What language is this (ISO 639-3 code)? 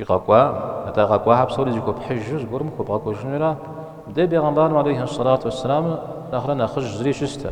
kbd